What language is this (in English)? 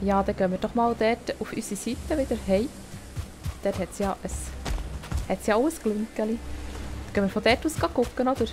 Swiss German